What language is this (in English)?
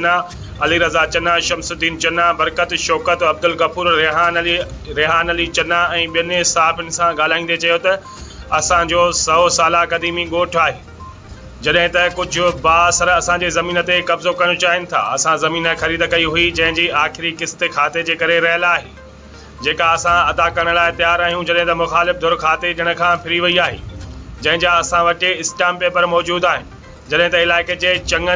Sindhi